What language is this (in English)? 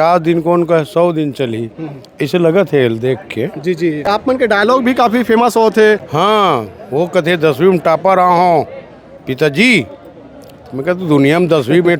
Chhattisgarhi